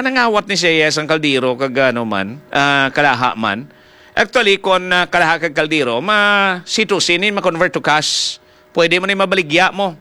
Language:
Hiligaynon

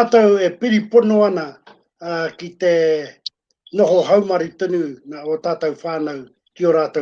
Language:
Māori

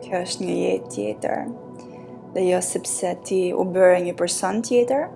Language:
Albanian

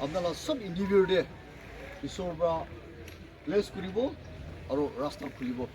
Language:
Naga Pidgin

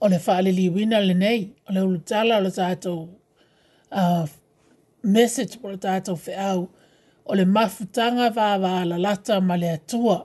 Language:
Samoan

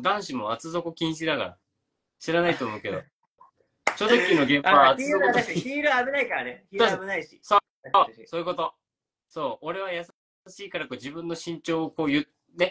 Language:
Japanese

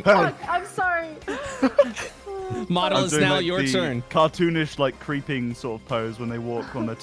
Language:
English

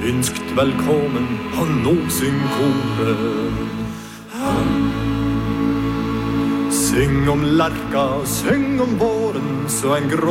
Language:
Norwegian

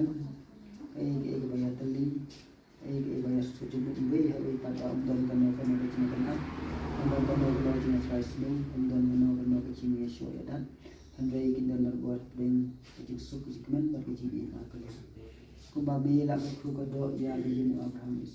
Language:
Khasi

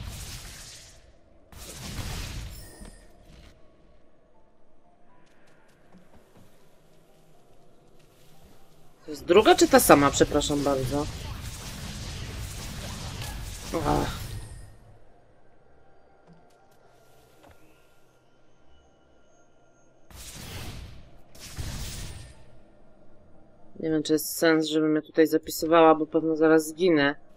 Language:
Polish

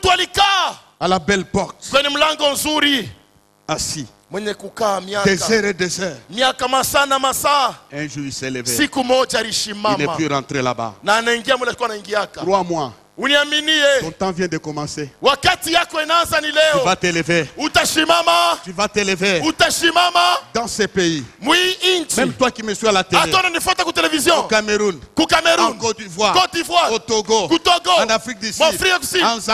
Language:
Swahili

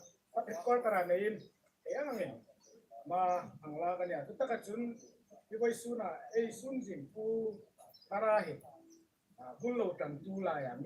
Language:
Hmar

